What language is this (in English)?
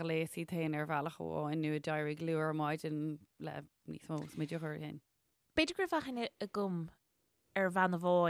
Irish